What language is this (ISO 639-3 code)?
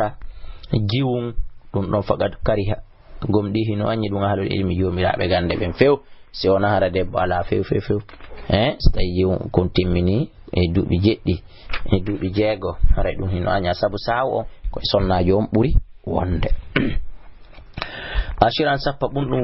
ful